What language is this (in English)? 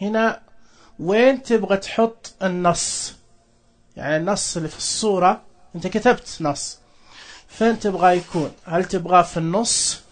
Najdi Arabic